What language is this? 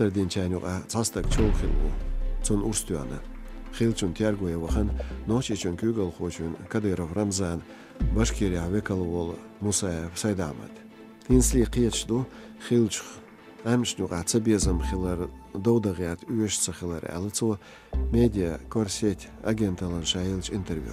Chechen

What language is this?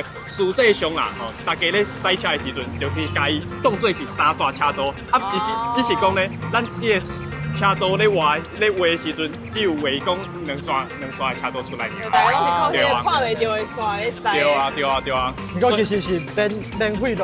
Min Nan Chinese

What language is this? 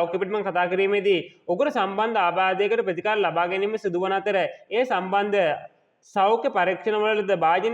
Sinhala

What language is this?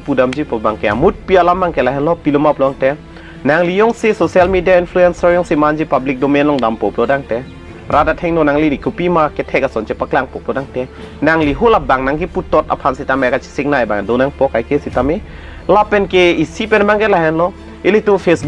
Karbi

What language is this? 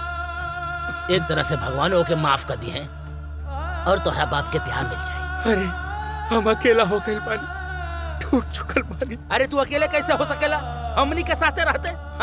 Bhojpuri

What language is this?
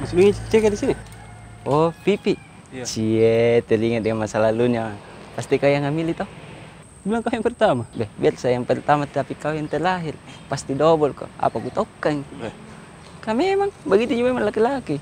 Makassar Malay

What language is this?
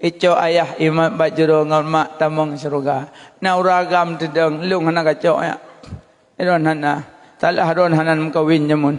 Achinese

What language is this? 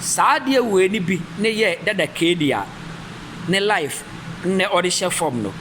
Akan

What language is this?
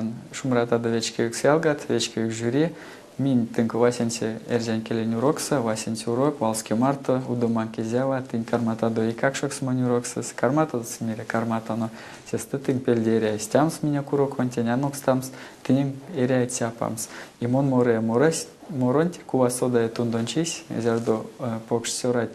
Erzya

